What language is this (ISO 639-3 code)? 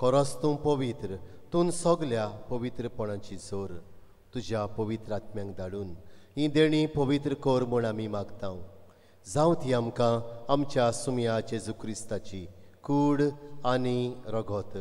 kok